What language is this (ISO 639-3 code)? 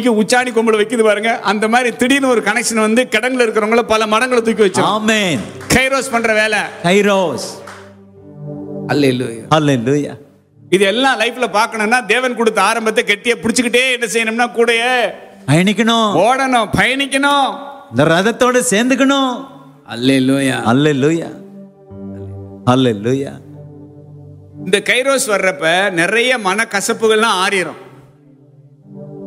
tam